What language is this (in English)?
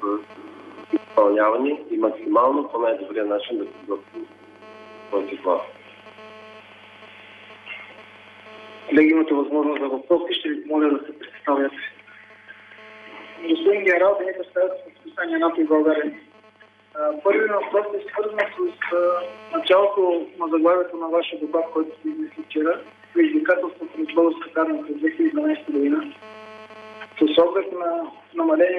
Bulgarian